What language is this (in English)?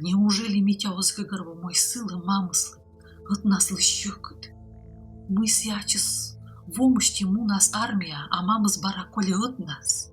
Komi